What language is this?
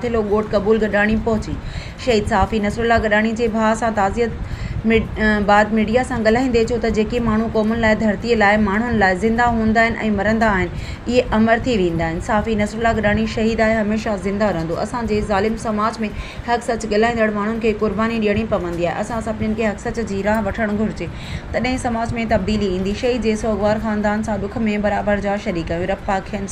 Sindhi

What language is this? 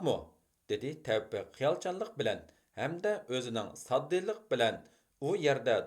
Uyghur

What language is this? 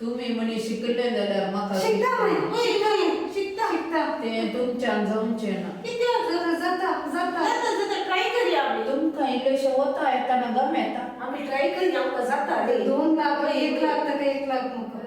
Konkani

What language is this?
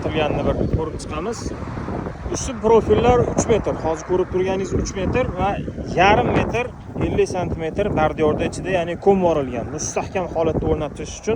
Uzbek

